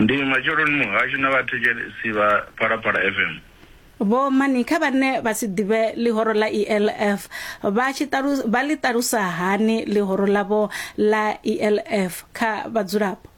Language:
Venda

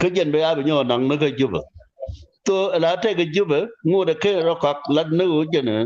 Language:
Nuer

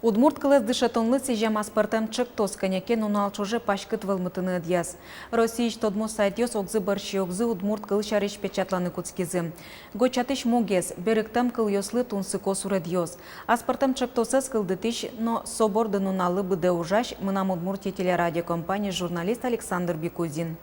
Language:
Udmurt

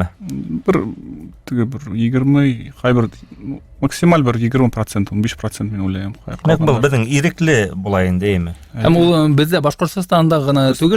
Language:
Bashkir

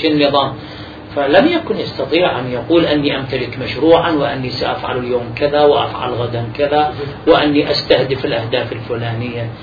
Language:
Arabic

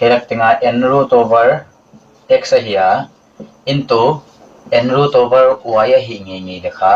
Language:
Paite Chin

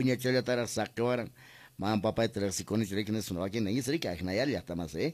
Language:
Quechua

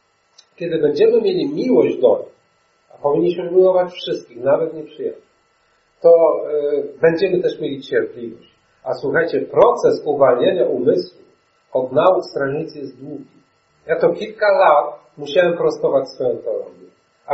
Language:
Polish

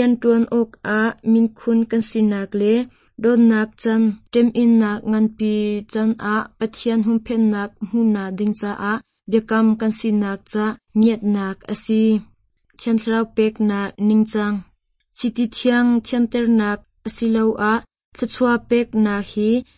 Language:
Hakha Chin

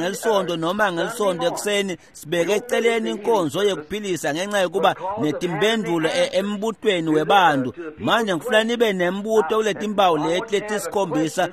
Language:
Swati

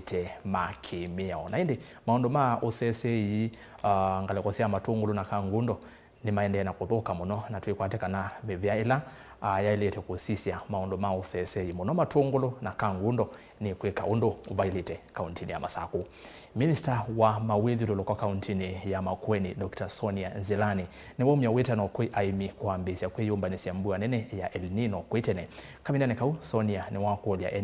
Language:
Kamba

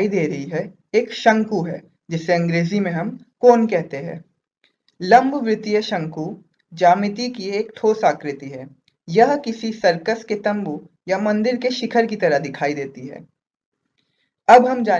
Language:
Hindi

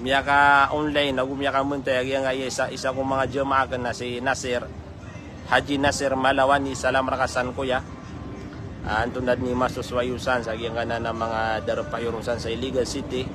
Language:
Maranao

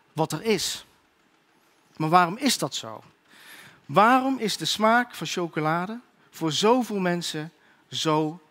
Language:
Dutch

